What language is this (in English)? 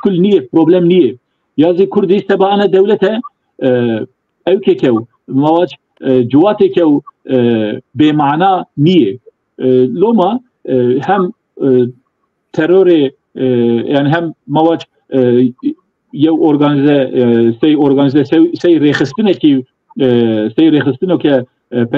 Zaza